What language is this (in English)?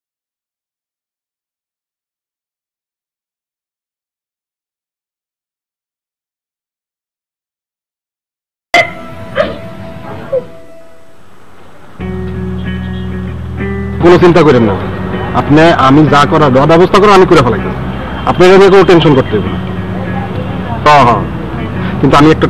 Bangla